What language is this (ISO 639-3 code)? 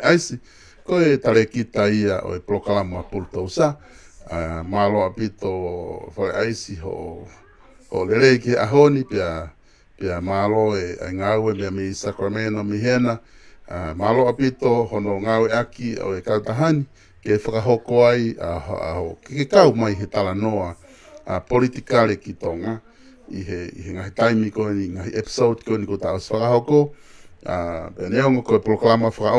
ton